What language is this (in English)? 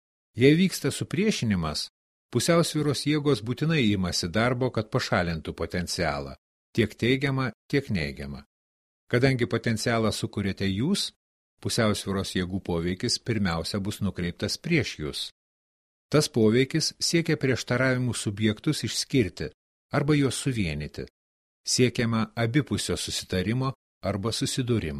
Lithuanian